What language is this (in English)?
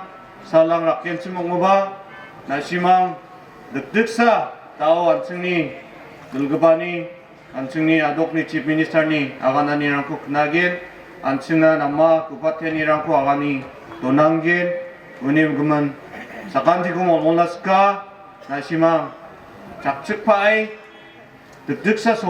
Garo